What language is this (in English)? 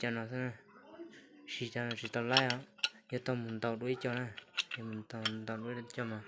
Hmong